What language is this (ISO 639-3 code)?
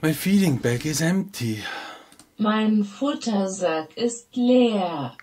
bar